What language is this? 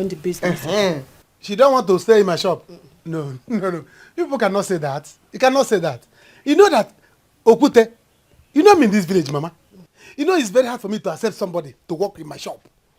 Nigerian Pidgin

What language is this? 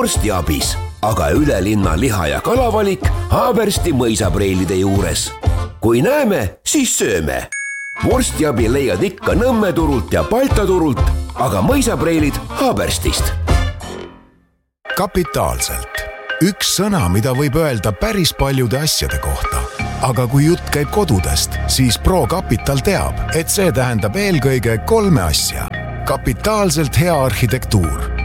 Estonian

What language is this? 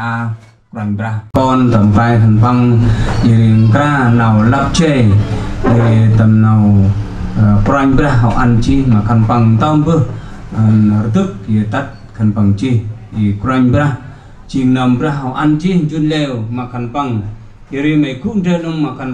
Central Mnong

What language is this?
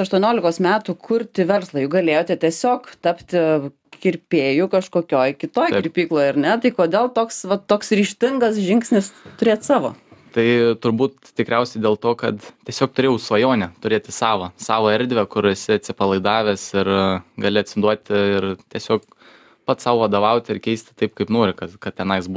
Lithuanian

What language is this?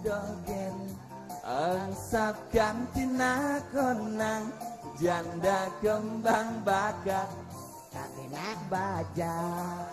Balinese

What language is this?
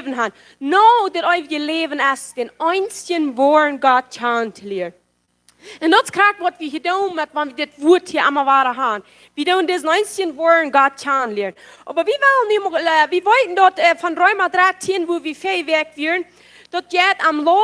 Plautdietsch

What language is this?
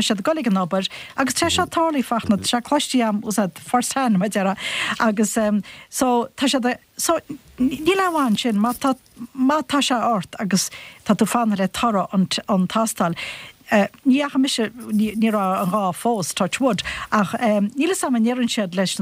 Irish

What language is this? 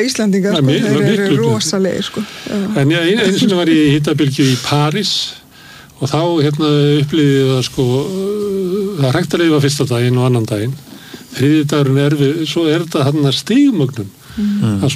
Icelandic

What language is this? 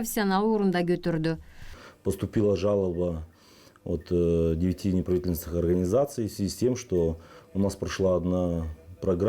Gagauz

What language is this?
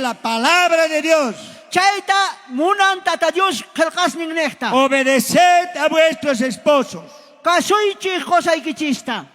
South Bolivian Quechua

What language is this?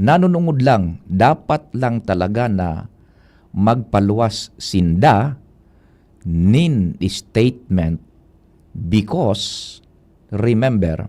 Bikol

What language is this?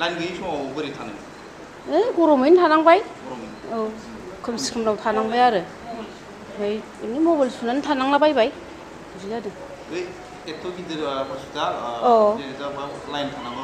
Bodo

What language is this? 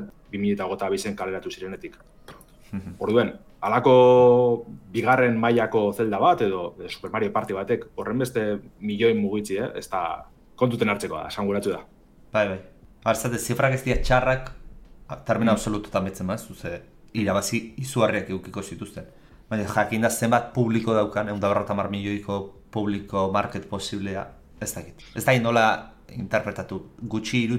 Basque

